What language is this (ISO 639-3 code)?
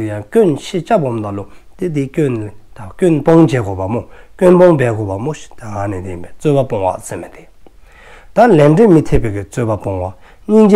dzo